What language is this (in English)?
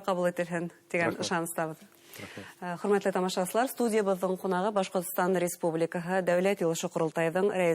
Bashkir